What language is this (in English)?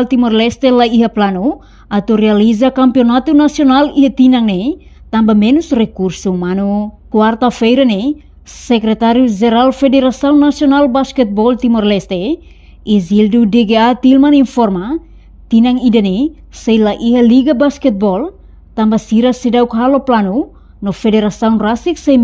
Tetum